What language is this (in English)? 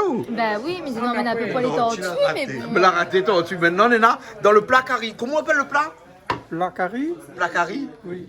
Réunion Creole French